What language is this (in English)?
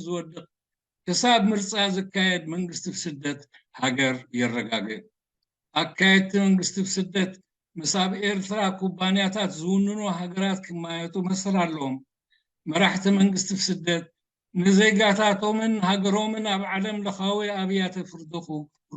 Tigrinya